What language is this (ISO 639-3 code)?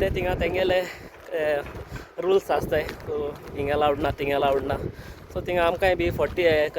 kok